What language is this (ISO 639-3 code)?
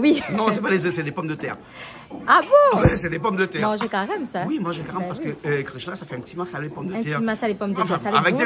rcf